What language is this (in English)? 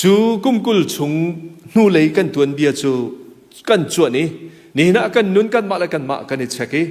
Hakha Chin